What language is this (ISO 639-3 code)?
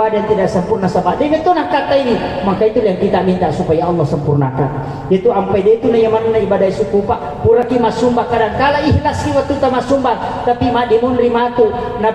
bug